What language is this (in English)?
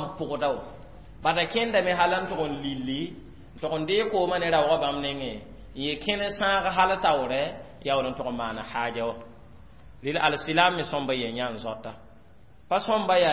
Mossi